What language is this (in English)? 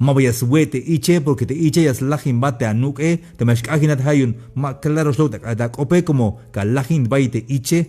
Tzeltal